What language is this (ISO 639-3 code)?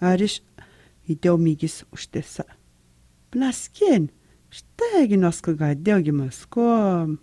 atj